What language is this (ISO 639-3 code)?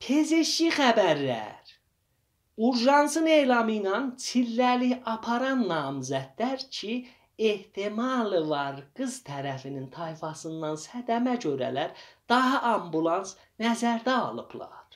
azb